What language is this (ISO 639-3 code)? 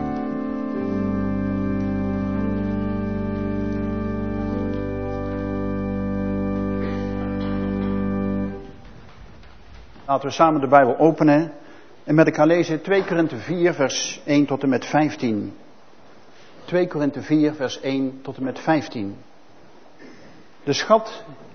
nld